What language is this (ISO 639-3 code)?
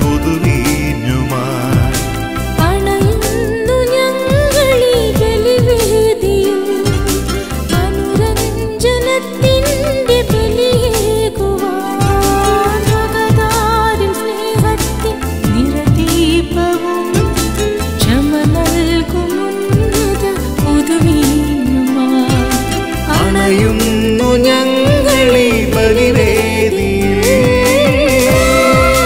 mal